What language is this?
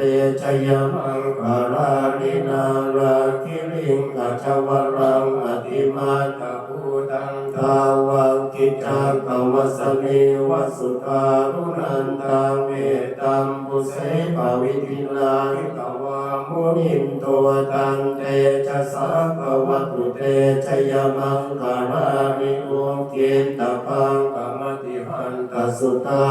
Pali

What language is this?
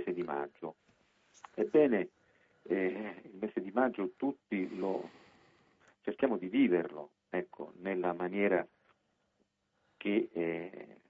Italian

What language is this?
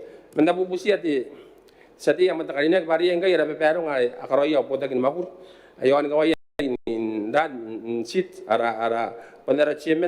Gilbertese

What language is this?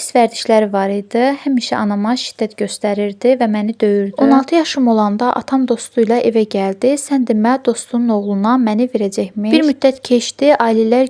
Azerbaijani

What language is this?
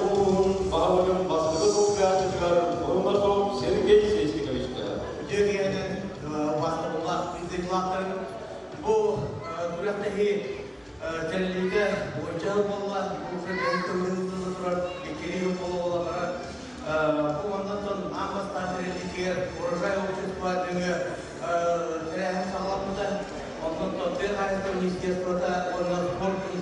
Yakut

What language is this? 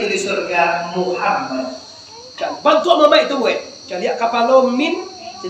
Minangkabau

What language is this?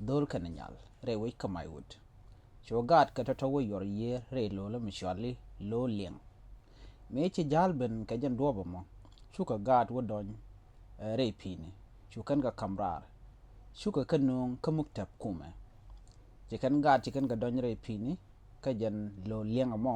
Nuer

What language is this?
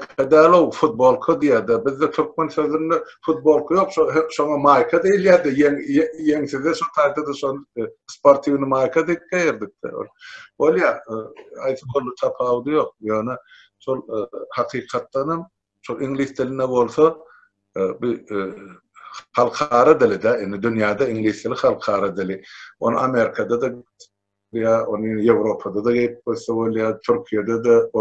Turkmen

